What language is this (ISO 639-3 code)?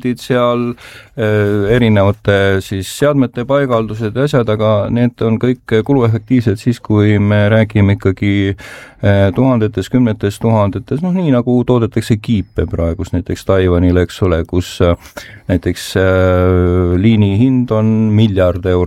est